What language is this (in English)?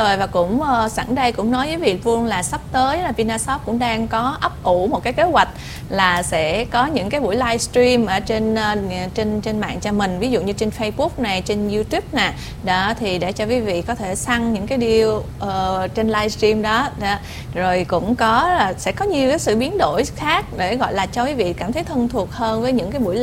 Vietnamese